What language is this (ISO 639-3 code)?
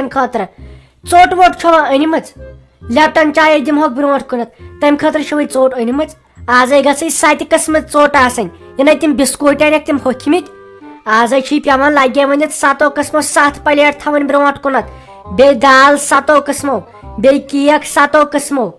kas